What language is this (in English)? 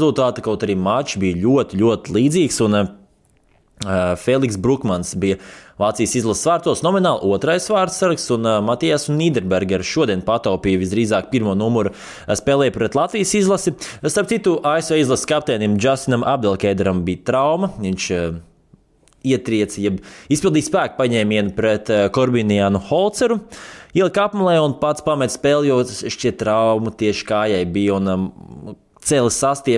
Latvian